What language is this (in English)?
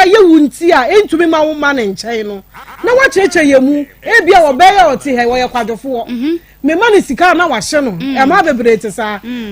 Akan